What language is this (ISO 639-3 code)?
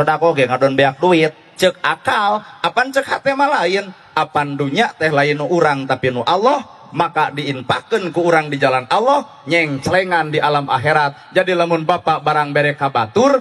sun